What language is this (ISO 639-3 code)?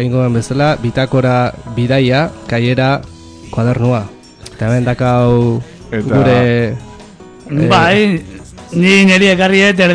eus